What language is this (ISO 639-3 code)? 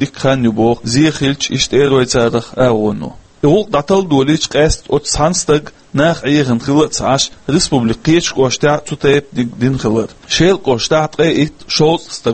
che